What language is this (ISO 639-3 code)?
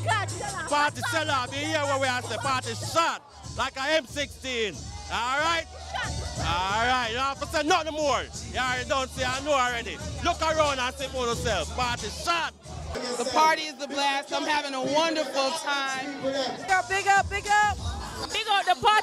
jam